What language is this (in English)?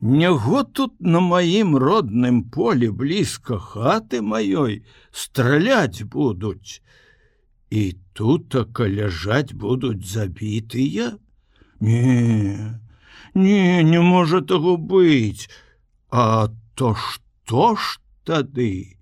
Belarusian